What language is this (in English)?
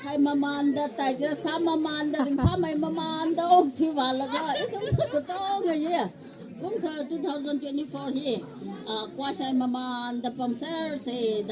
Tangkhul Naga (India)